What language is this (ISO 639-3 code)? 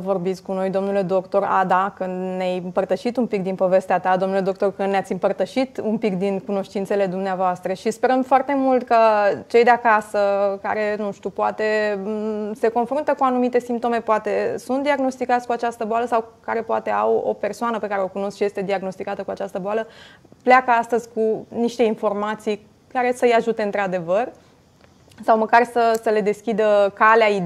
ron